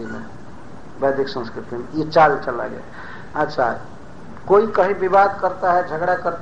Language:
Hindi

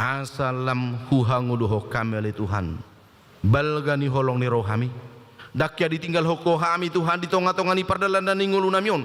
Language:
Batak Toba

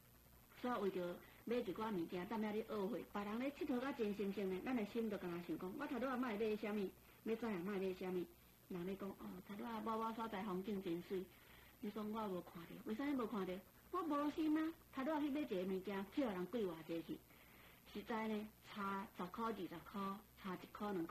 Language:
Min Nan Chinese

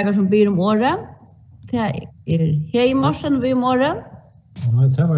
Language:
Faroese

